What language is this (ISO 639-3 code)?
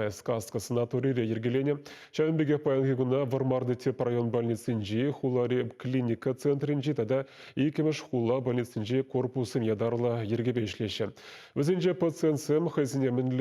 chv